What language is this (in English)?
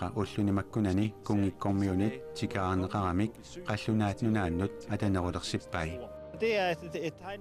Kalaallisut